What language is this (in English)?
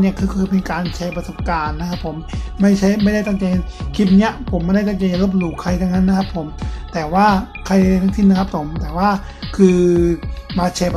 Thai